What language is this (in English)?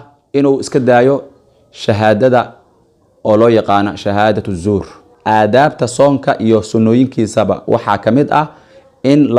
Somali